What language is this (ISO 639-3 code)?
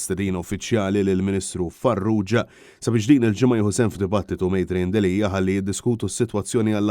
mlt